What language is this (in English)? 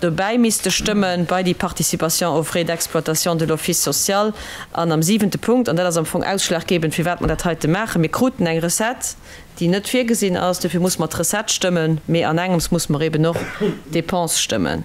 Luxembourgish